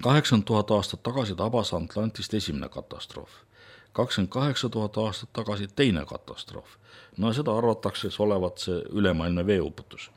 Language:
Estonian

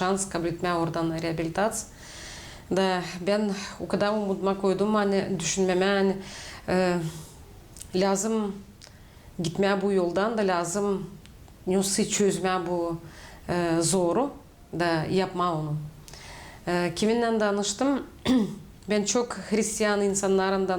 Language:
Gagauz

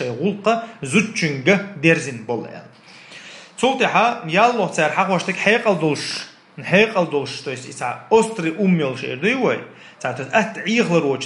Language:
Chechen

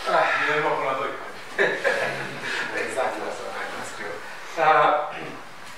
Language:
Romanian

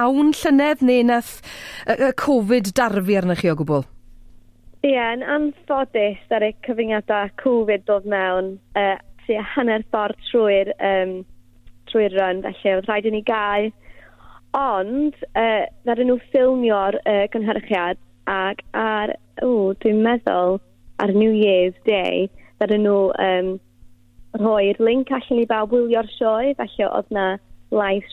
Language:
Welsh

